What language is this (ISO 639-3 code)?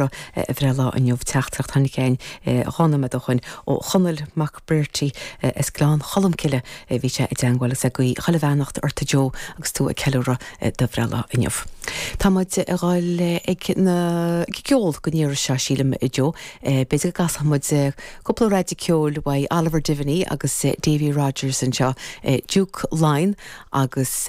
gle